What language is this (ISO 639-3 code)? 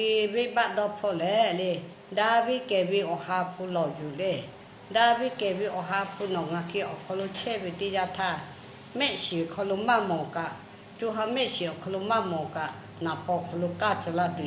lhu